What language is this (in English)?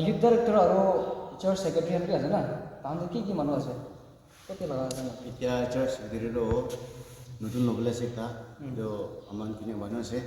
Naga Pidgin